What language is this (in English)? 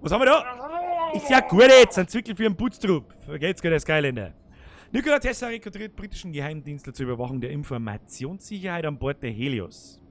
Bavarian